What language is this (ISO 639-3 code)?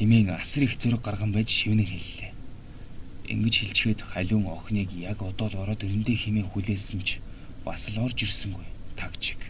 mon